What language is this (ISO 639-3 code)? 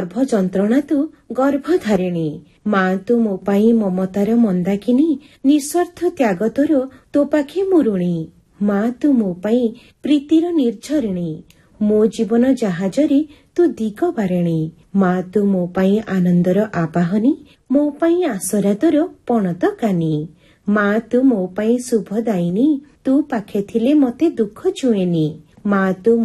ori